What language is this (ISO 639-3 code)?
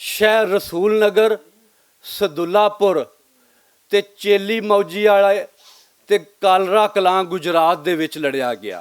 lah